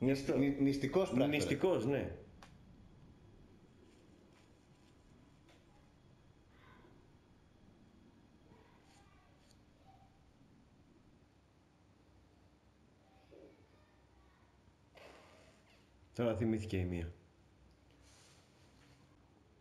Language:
Greek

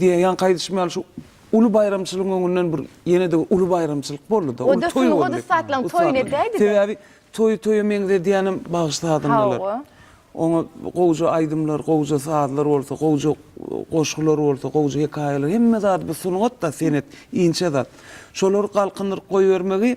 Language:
Turkmen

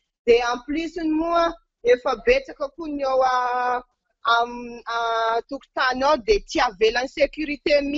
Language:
Malagasy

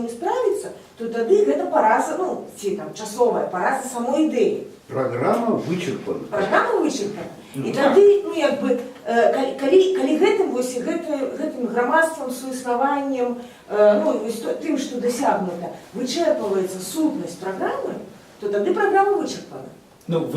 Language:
Belarusian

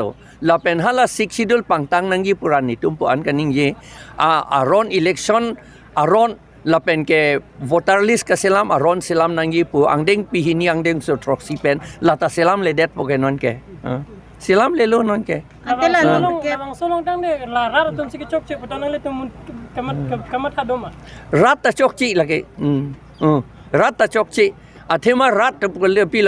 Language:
Karbi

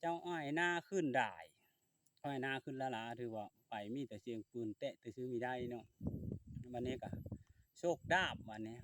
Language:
Lao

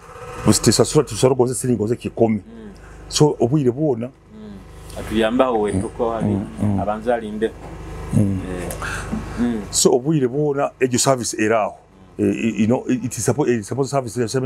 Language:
Nyoro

